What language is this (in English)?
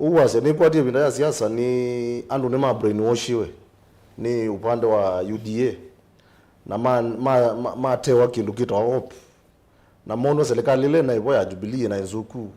Kamba